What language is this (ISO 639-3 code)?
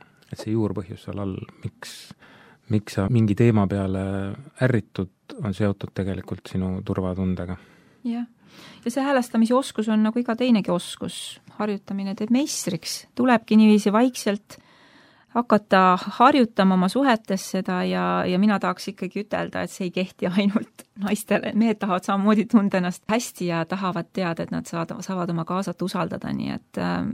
est